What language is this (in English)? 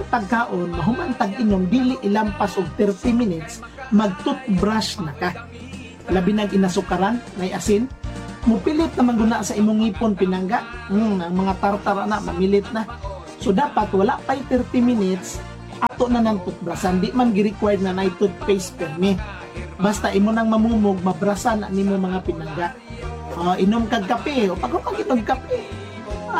Cebuano